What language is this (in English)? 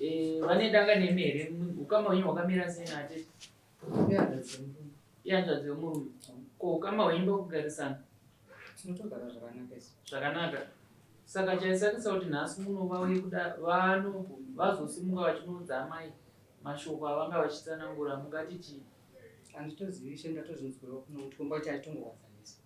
Shona